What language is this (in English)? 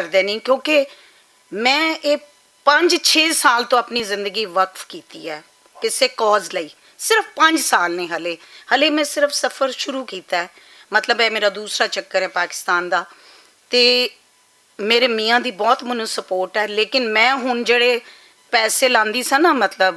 Western Panjabi